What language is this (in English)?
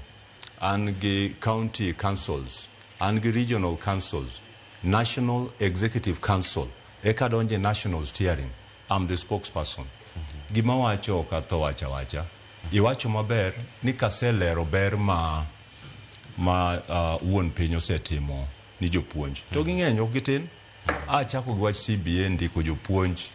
Luo (Kenya and Tanzania)